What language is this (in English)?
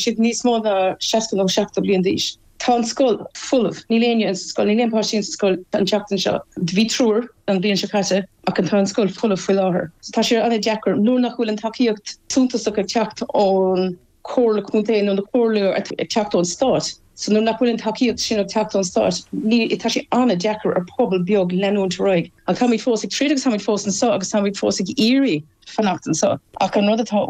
Irish